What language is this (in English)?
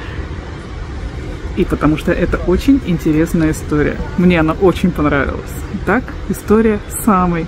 Russian